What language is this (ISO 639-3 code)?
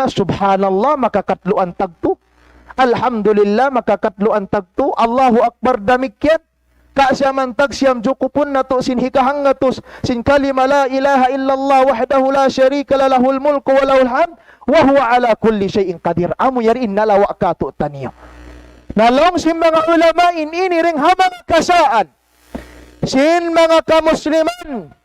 tsg